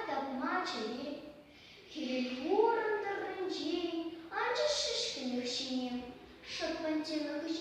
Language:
Chuvash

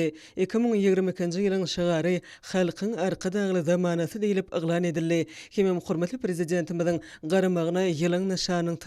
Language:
Turkmen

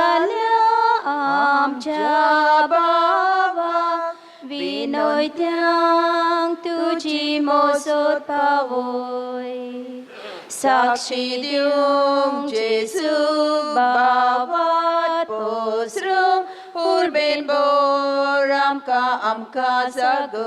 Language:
Konkani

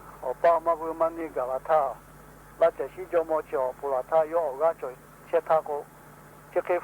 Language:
Lahu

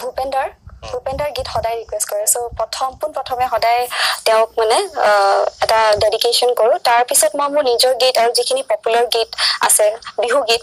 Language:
Assamese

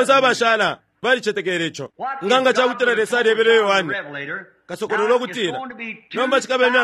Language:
Bemba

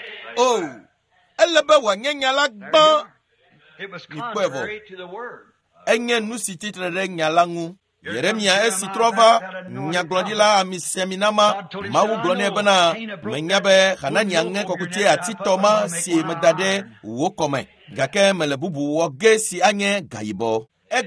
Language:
Ewe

